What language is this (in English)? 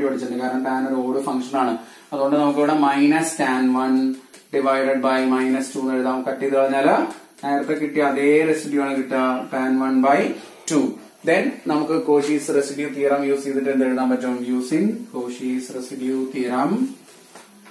Malayalam